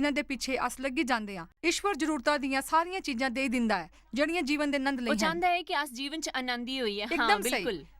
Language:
Dogri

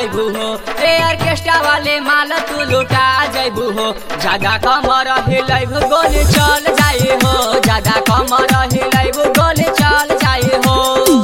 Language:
Bhojpuri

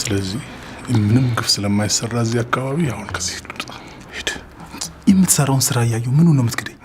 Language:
Amharic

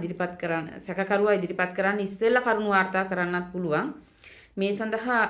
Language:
Sinhala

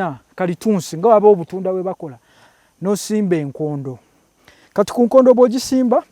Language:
Ganda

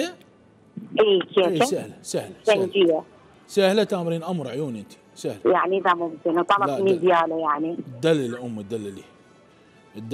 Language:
Mesopotamian Arabic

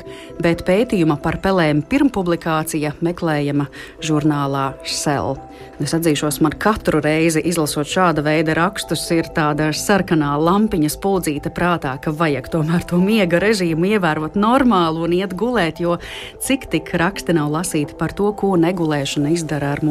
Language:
Latvian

